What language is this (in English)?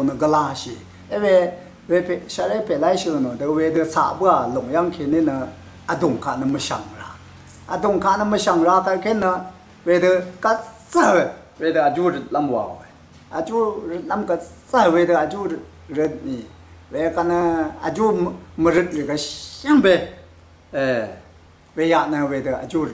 Rawang